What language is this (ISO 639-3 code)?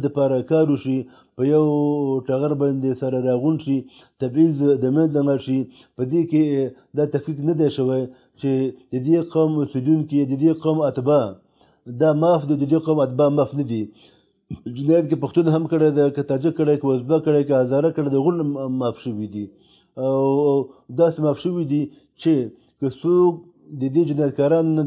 pus